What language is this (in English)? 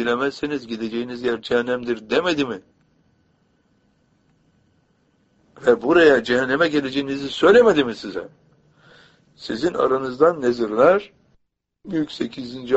Turkish